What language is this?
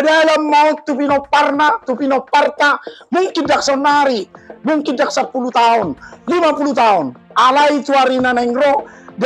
Batak Toba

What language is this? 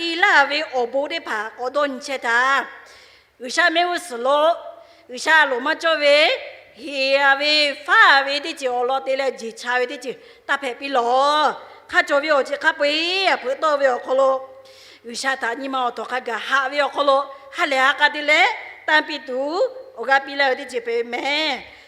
Lahu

